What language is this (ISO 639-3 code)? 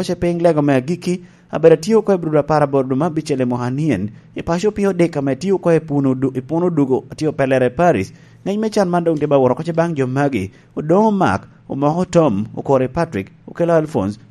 laj